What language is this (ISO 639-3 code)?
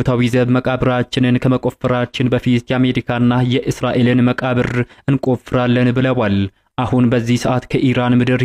amh